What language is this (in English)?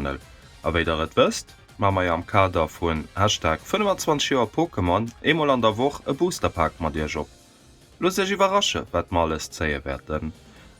Luxembourgish